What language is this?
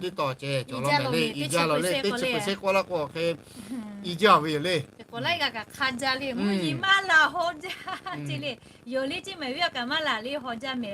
Lahu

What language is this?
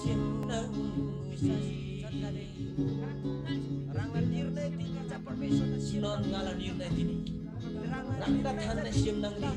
Eastern Tamang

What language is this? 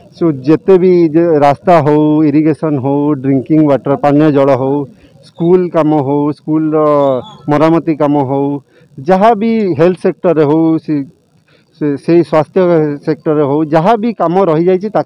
Odia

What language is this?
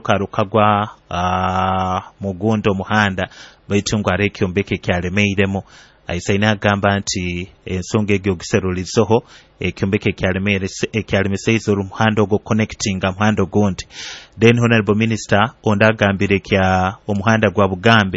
Nyoro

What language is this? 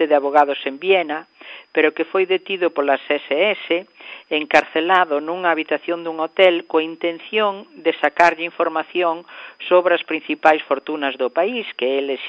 Galician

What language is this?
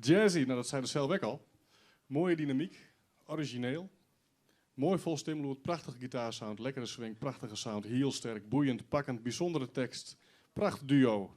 Western Frisian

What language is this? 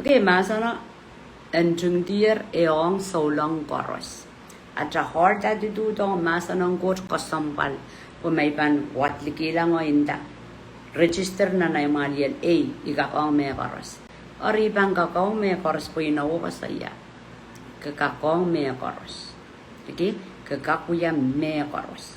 Pohnpeian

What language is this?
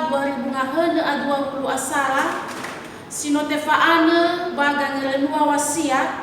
Nias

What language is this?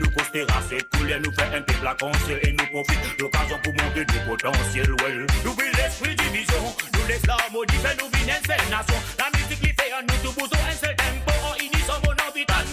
Morisyen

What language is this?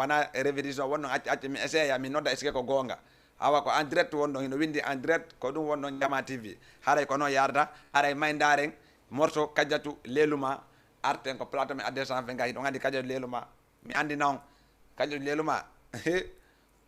Fula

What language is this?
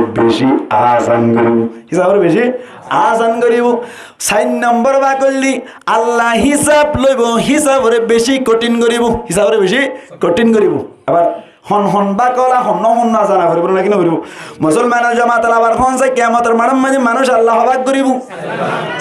Rohingya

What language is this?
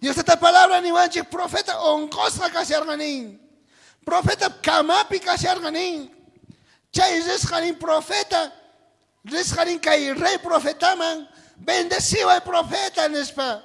South Bolivian Quechua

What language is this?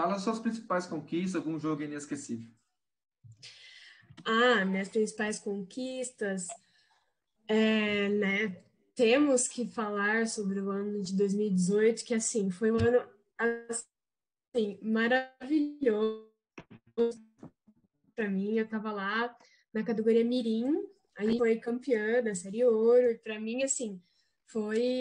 Portuguese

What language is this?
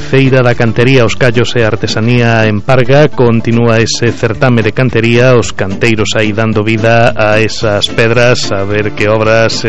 Galician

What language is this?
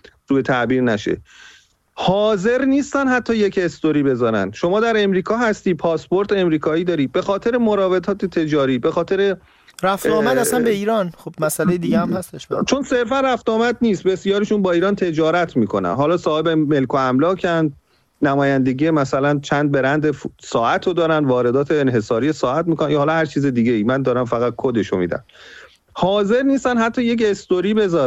Persian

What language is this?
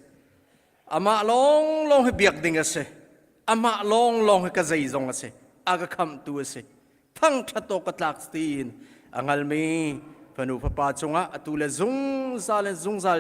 Hakha Chin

